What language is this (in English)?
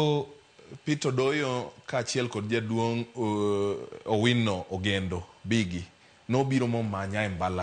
Luo (Kenya and Tanzania)